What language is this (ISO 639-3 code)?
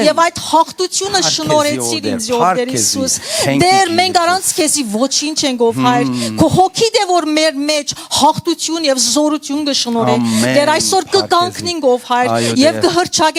hyw